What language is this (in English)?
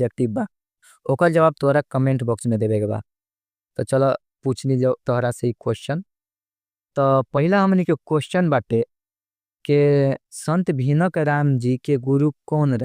Bhojpuri